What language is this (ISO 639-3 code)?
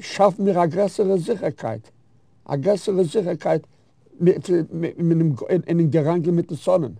yid